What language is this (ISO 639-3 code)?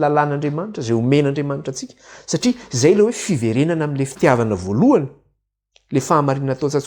mlg